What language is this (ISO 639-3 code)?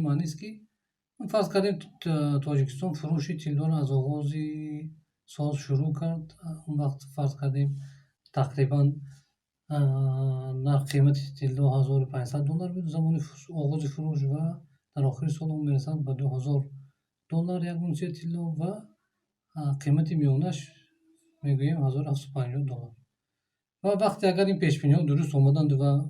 tgk